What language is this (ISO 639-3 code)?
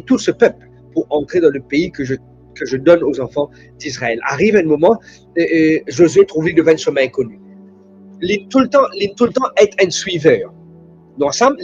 mfe